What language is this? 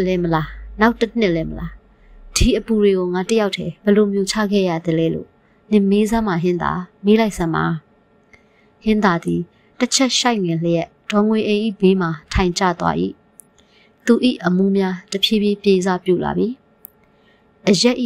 Burmese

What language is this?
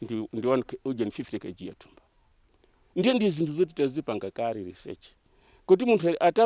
Nyanja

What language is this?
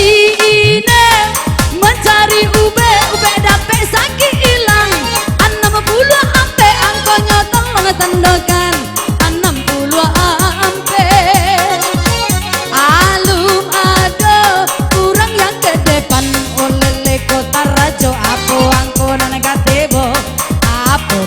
Minangkabau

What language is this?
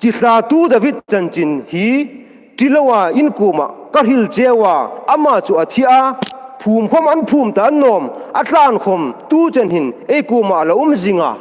Hmar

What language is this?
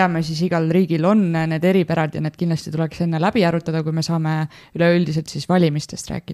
Estonian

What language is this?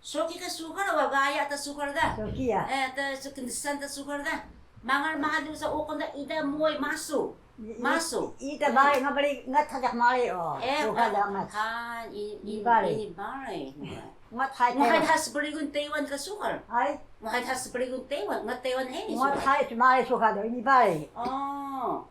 Taroko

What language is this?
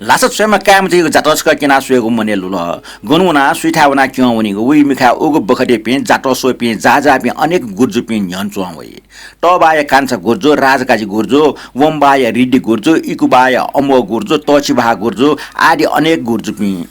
Newari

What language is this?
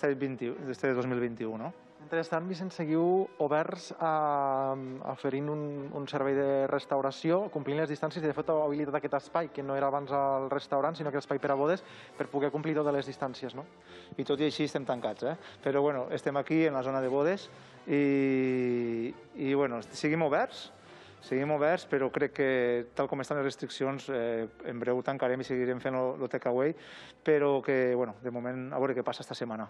Catalan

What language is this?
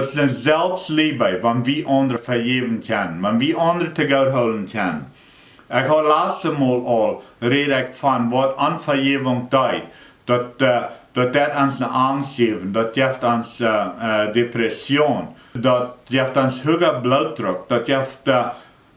Plautdietsch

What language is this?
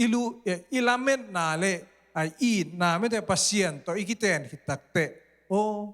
Tedim Chin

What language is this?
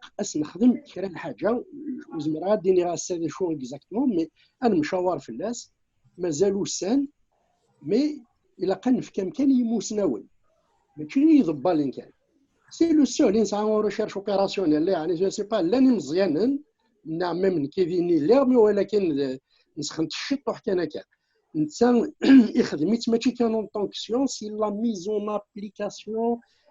Kabyle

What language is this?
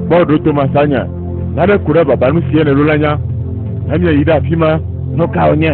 Ewe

